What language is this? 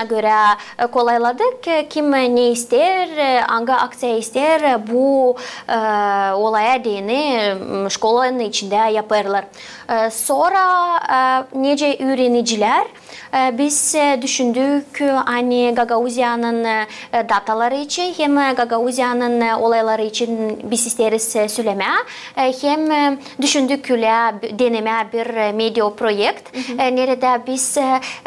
Gagauz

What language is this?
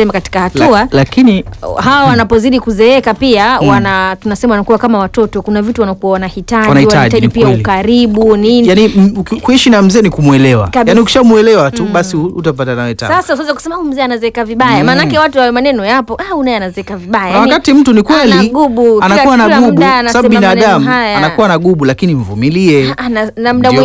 Swahili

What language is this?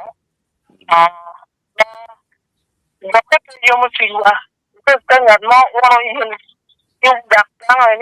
Acoli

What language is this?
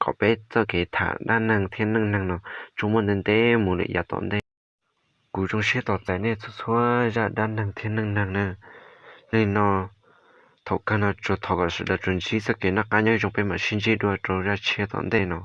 Hmong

